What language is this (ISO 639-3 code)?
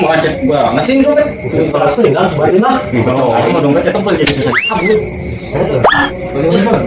bew